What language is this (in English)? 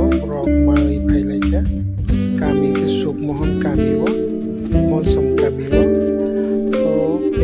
Kok Borok